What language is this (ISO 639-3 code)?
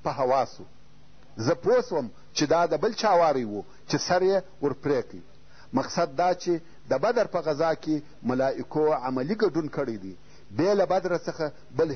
pus